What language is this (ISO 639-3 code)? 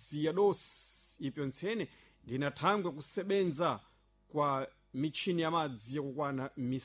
seh